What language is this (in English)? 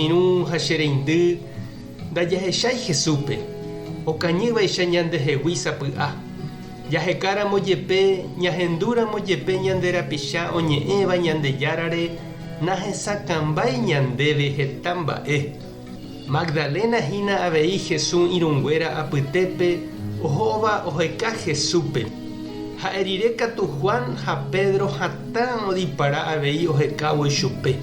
Guarani